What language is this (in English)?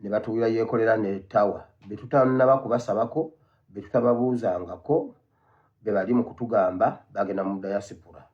Ganda